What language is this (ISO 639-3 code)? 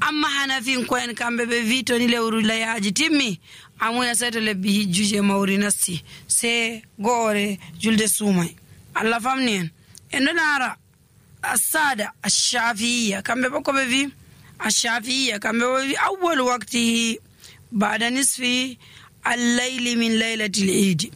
fuv